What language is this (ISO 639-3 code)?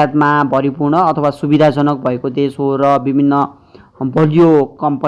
nep